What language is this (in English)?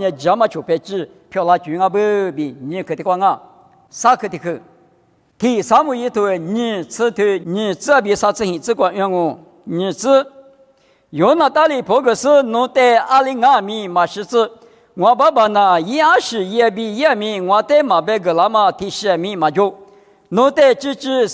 Lisu